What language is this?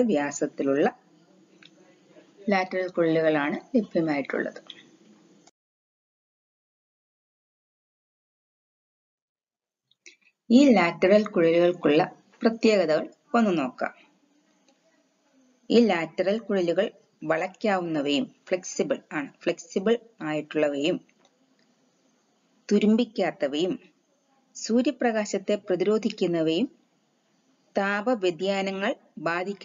Malayalam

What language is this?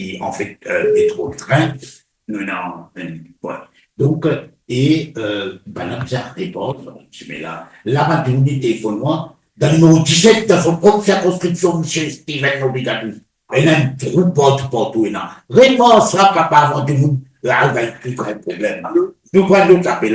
Morisyen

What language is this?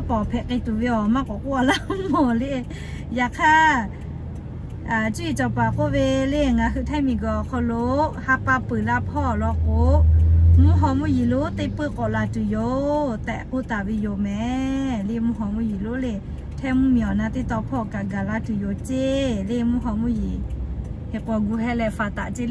Lahu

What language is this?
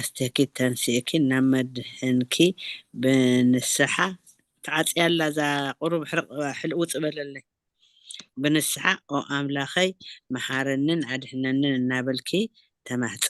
Tigrinya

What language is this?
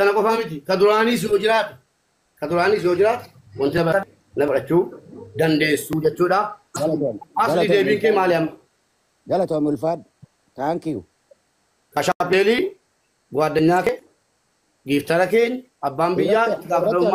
Oromo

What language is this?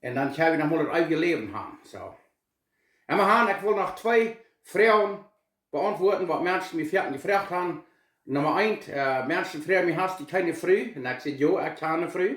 Plautdietsch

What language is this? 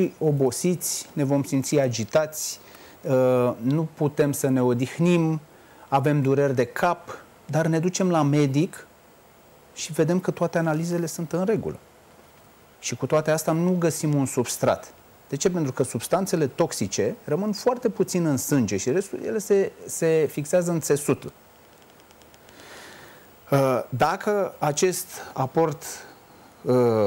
Romanian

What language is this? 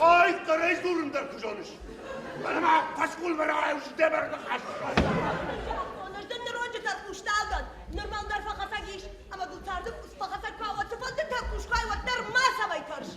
Ossetic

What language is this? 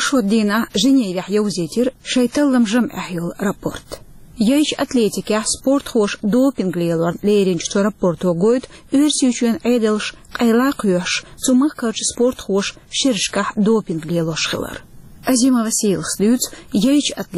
Chechen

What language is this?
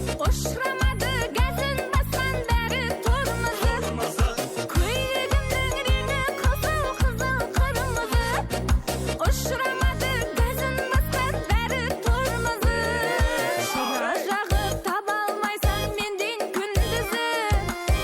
Kara-Kalpak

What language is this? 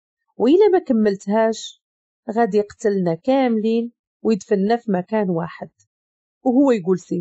Moroccan Arabic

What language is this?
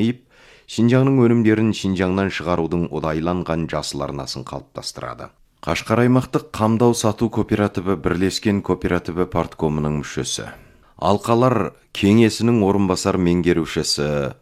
Kazakh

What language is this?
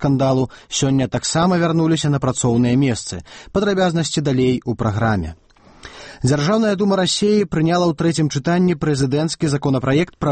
Belarusian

